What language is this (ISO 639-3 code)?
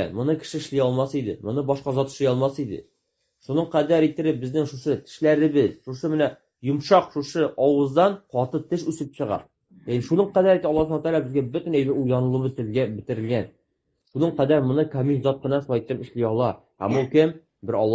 tat